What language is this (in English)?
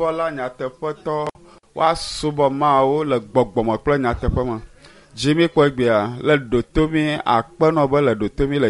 Ewe